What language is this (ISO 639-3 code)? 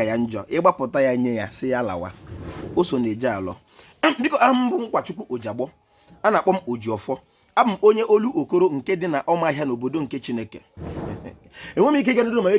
ibo